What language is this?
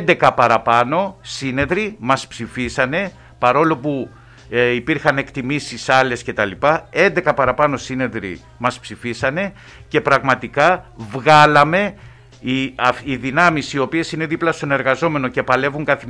Greek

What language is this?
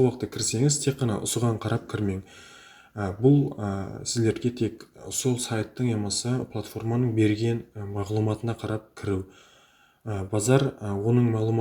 Kara-Kalpak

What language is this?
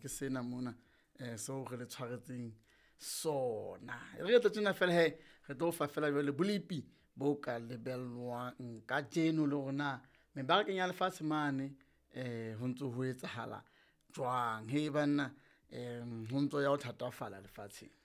Southern Sotho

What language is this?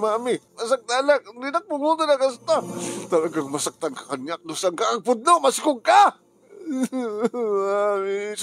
Iloko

